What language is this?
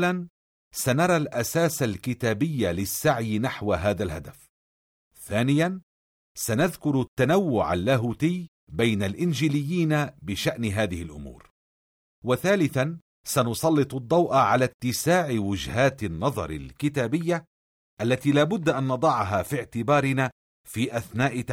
Arabic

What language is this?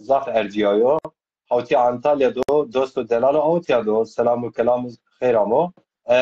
Zaza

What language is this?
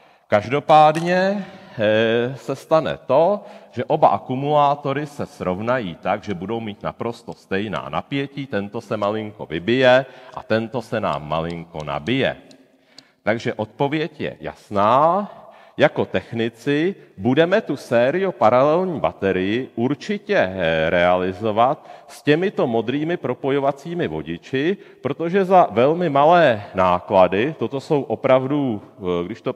Czech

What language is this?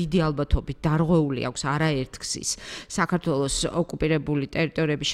Georgian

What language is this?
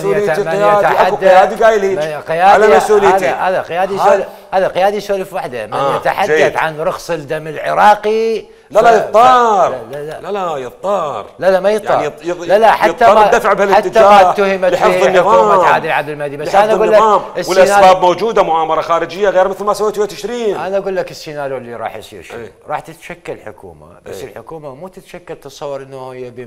Mesopotamian Arabic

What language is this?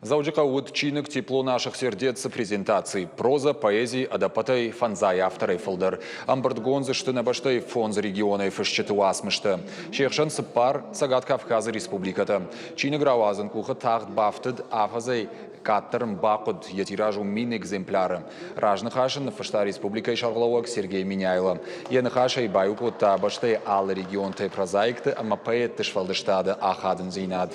Ossetic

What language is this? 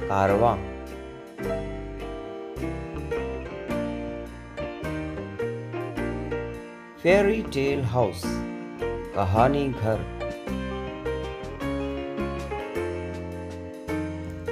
Hindi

